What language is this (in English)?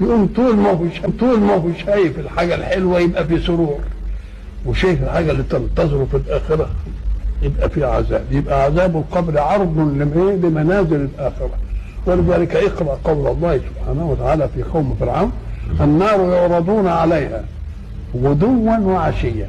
Egyptian Arabic